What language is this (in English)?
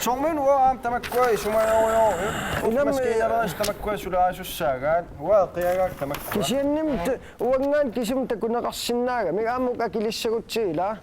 Kalaallisut